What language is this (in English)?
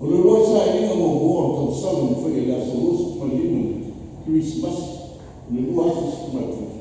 Samoan